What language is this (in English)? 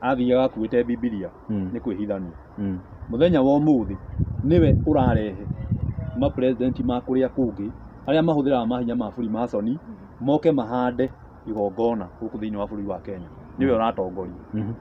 Kikuyu